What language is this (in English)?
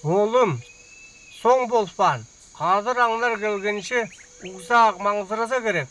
Northern Altai